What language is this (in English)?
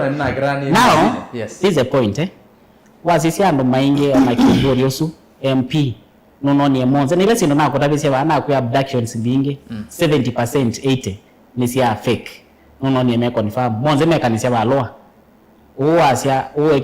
Kamba